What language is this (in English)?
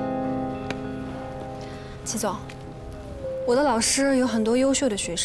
Chinese